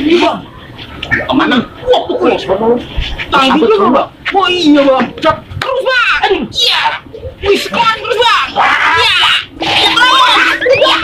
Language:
Betawi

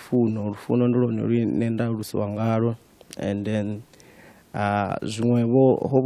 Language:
Venda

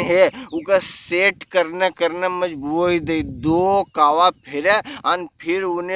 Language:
Rajasthani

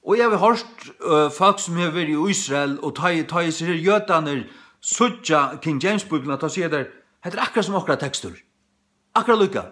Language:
Faroese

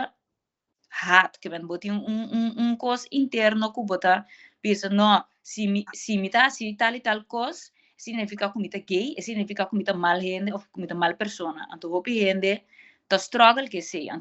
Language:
Papiamento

